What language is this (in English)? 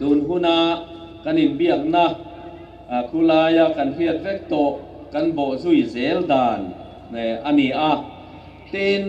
Hmar